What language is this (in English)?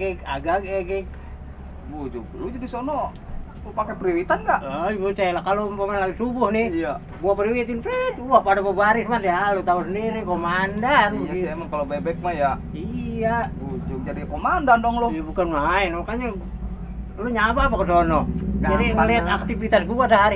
Betawi